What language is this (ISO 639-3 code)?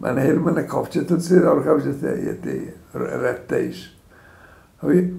oss